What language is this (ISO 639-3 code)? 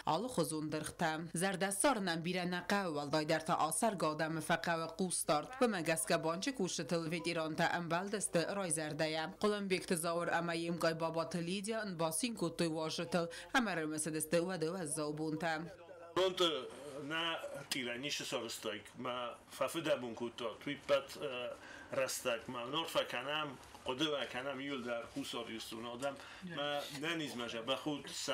oss